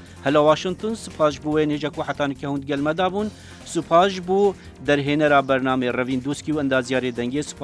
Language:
Kurdish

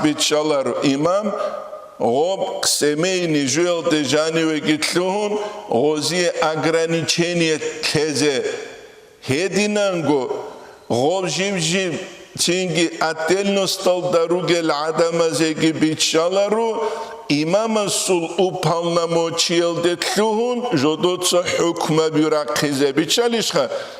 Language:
Avaric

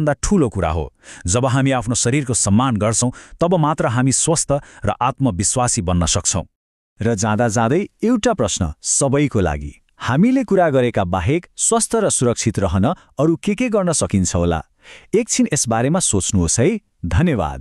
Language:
Nepali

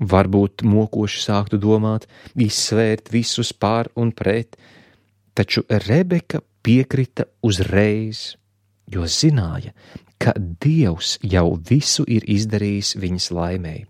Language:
Latvian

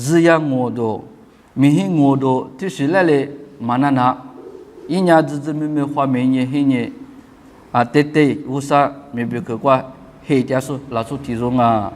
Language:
Lisu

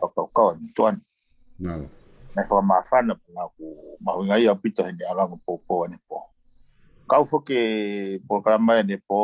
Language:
Tongan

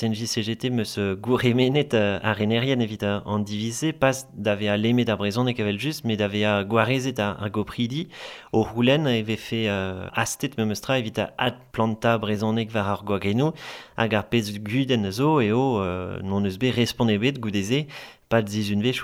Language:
Breton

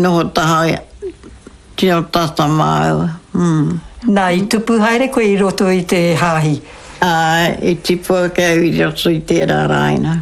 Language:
Māori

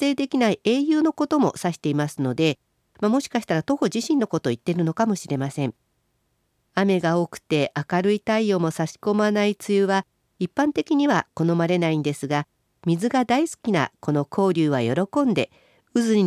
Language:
Japanese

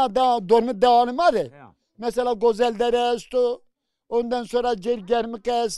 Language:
Zaza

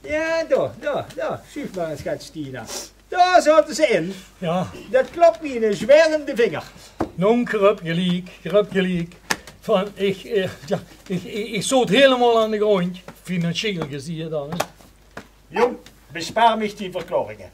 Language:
Limburgish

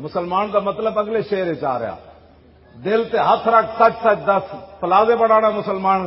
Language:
Western Panjabi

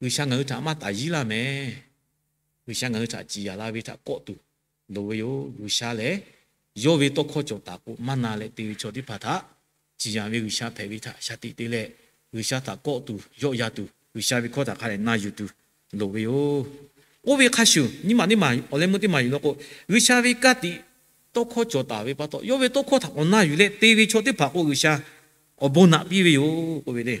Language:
Lahu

